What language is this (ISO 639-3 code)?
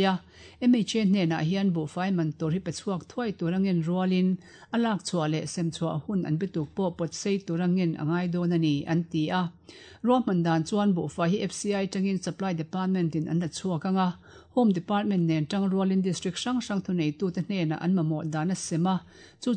lus